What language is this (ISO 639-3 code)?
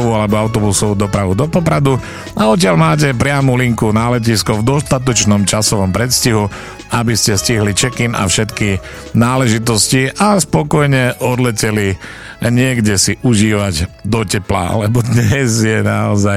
slk